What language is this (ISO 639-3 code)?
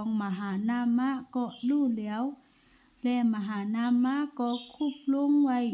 shn